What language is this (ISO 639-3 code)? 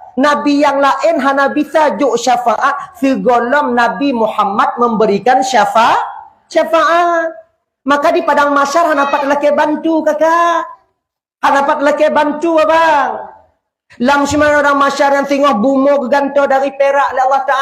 ace